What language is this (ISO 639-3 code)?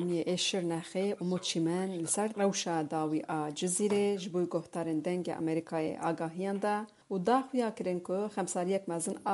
kur